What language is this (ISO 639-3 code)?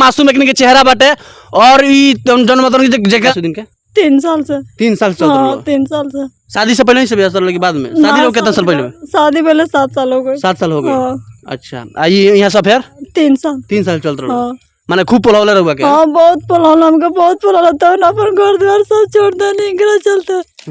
bho